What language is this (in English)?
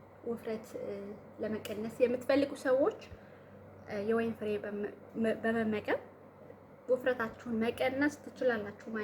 Amharic